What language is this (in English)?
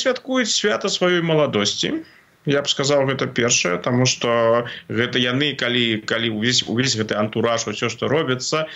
Belarusian